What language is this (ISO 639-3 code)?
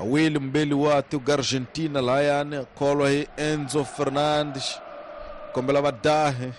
tso